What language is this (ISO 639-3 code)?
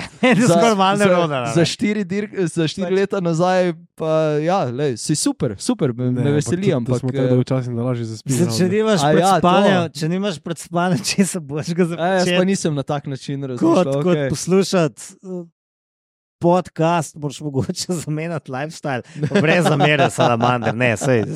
slv